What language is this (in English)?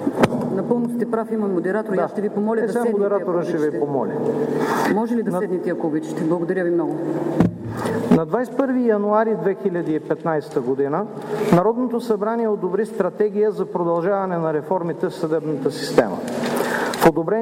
Bulgarian